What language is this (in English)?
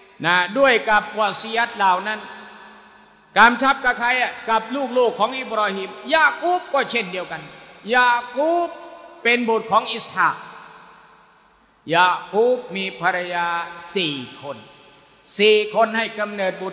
Thai